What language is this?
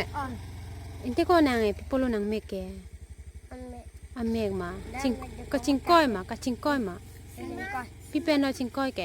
Karbi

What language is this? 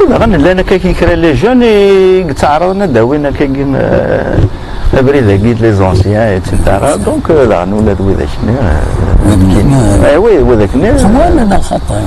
Kabyle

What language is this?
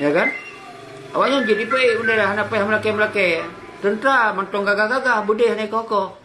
Achinese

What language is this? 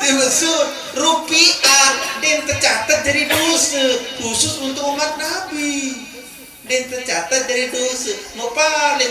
Sasak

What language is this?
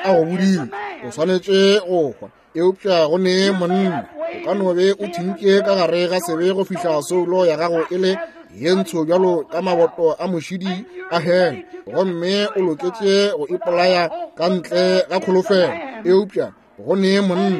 Northern Sotho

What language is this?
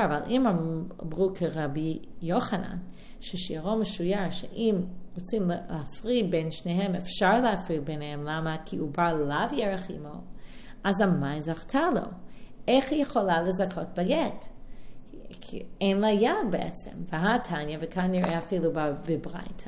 Hebrew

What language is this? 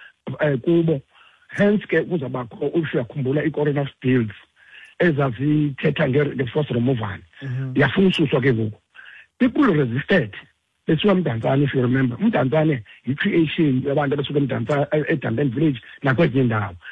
Xhosa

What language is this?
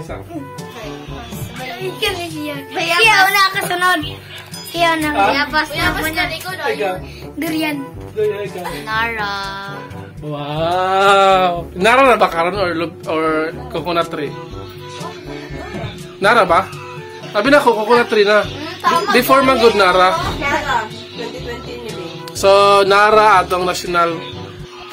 Cebuano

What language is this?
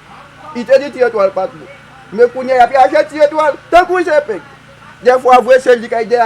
Haitian Creole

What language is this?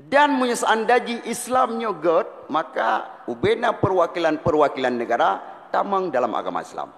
Achinese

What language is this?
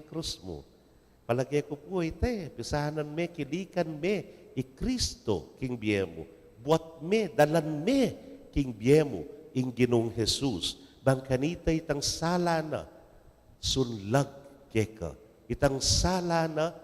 Pampanga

